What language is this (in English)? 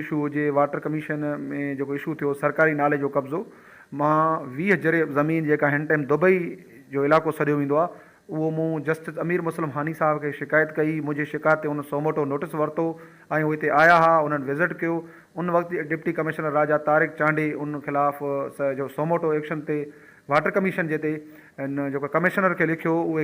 Sindhi